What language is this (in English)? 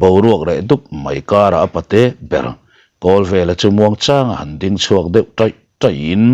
Mizo